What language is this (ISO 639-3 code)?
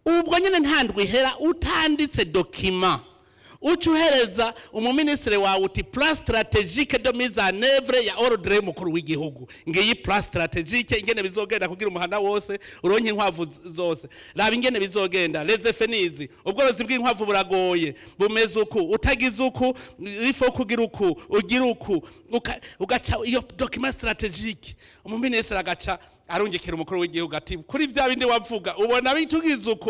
run